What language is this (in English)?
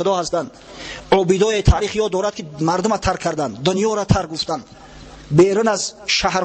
Tajik